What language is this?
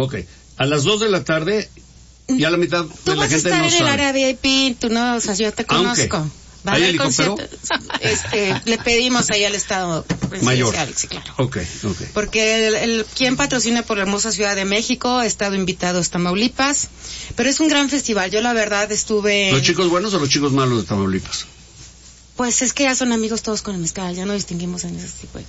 Spanish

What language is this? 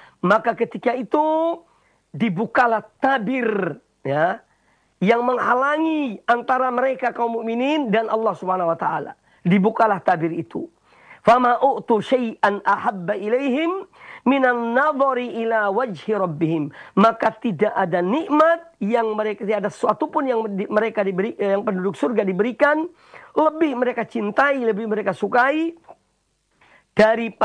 Indonesian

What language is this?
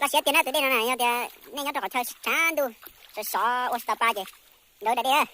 Hmong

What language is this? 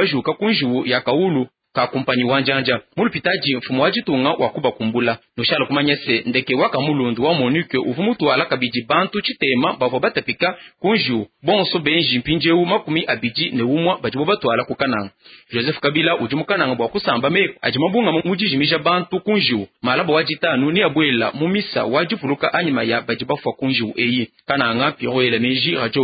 Luba-Lulua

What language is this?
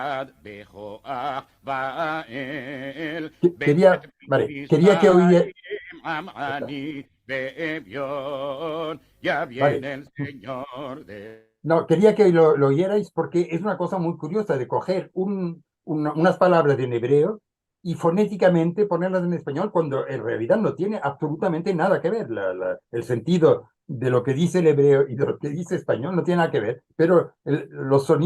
Ladino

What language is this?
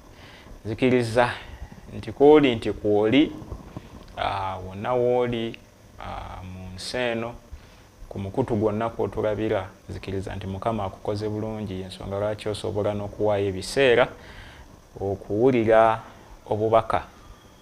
Ganda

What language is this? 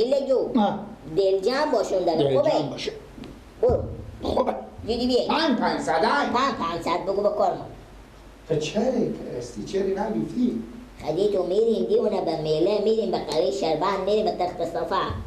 Persian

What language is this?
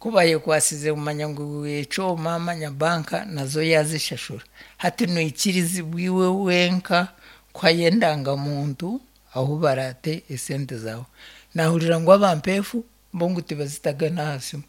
Nyankole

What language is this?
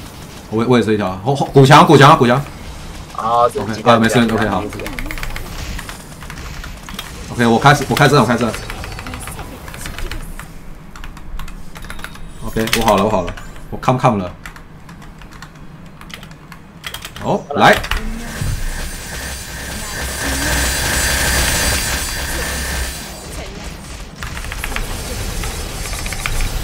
Chinese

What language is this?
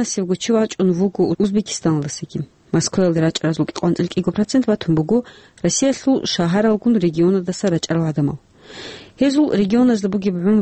Avaric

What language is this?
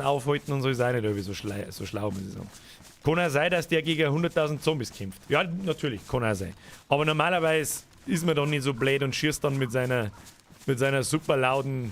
Bavarian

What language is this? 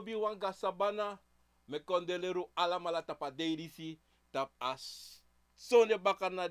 Sranan Tongo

